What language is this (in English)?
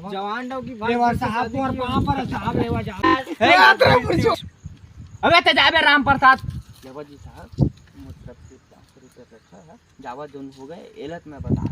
Chhattisgarhi